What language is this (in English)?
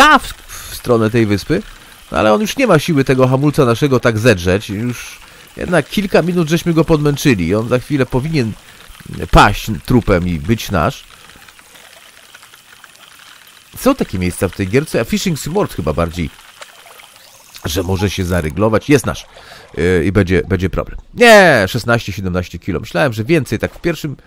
Polish